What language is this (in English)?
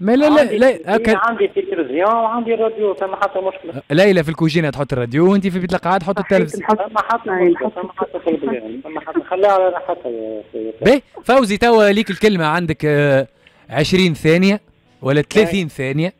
Tunisian Arabic